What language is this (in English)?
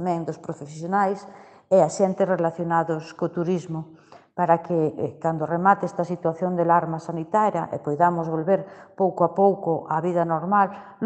Galician